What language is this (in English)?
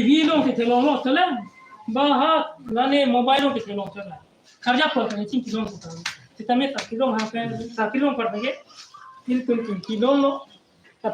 Karbi